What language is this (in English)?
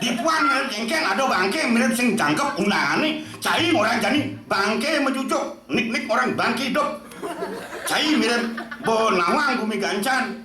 Balinese